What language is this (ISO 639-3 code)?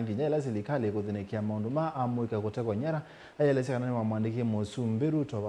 kam